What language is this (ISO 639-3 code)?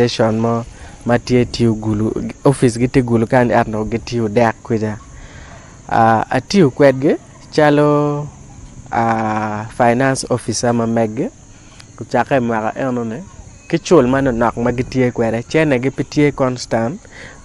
ach